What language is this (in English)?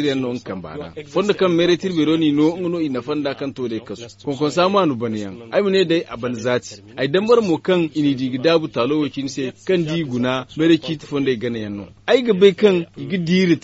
Zarma